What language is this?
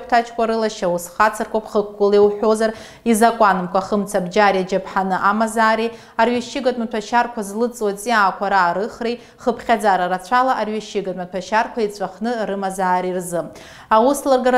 Abkhazian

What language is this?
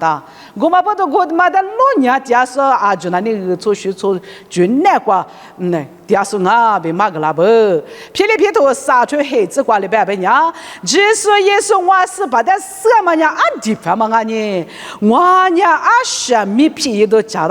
Lisu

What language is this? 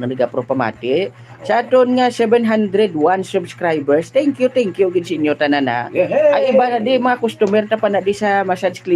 Hiligaynon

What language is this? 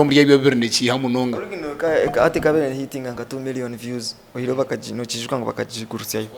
Nyankole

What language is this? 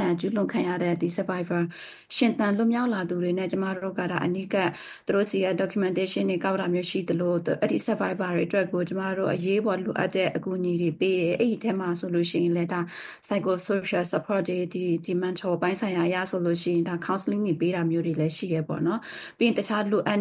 Burmese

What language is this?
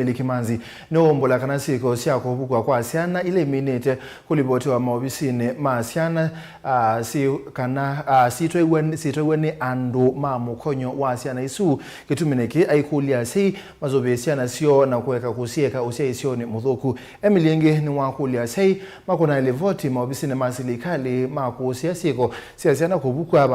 Kamba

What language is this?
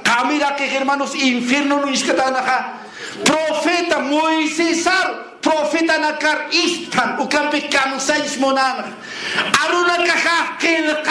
Aymara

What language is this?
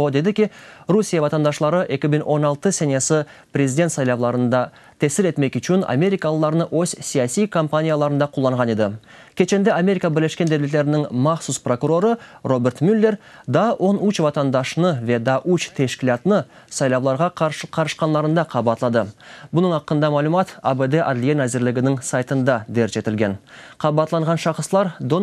Crimean Tatar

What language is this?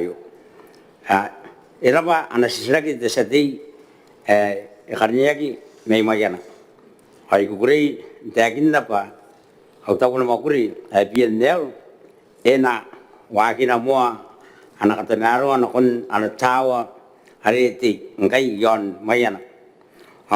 Gilbertese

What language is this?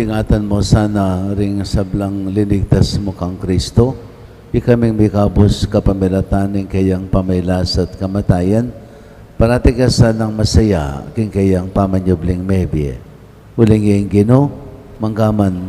Pampanga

